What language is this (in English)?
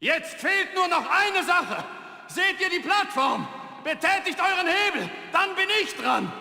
Bavarian